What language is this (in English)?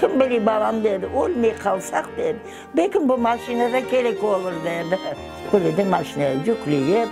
Crimean Tatar